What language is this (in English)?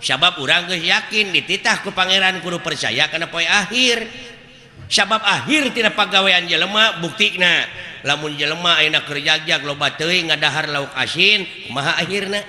Sundanese